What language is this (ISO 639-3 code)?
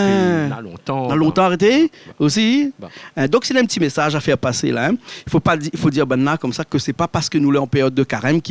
rcf